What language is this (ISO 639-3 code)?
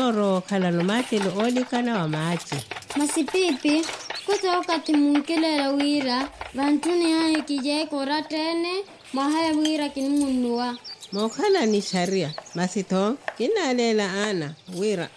swa